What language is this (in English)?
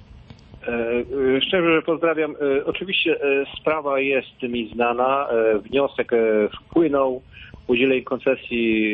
Polish